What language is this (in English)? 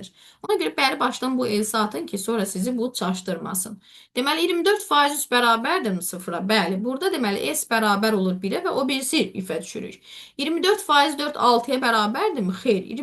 Azerbaijani